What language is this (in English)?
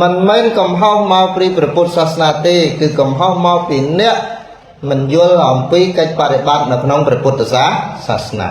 Khmer